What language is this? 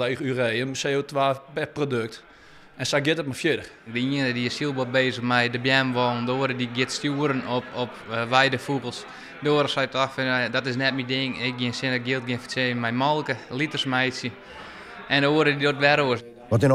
Western Frisian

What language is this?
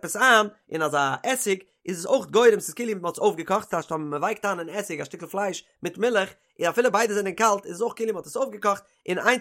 Yiddish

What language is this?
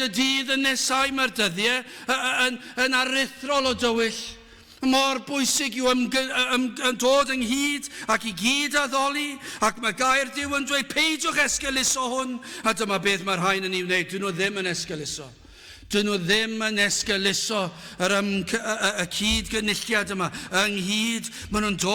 Welsh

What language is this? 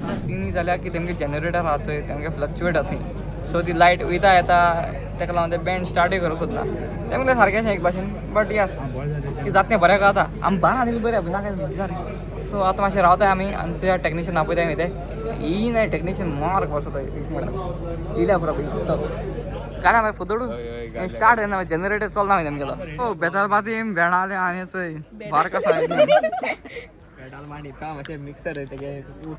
Konkani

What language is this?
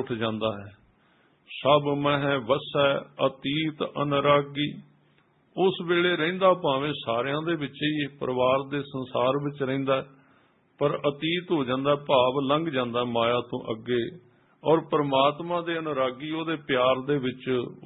Punjabi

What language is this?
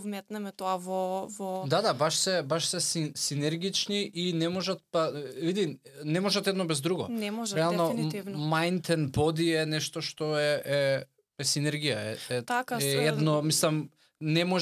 Macedonian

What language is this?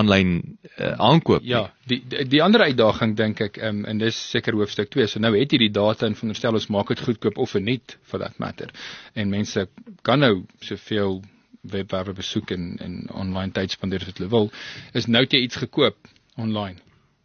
Afrikaans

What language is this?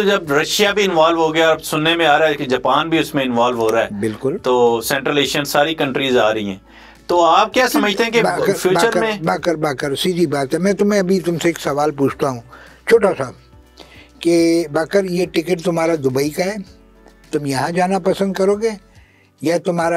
Urdu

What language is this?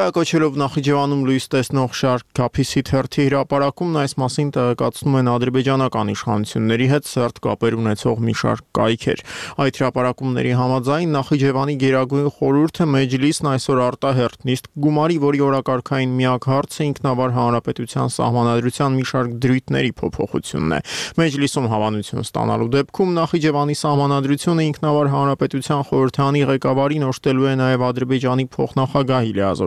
Armenian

